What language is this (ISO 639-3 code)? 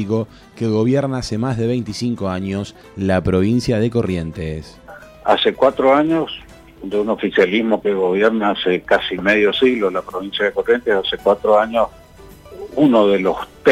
spa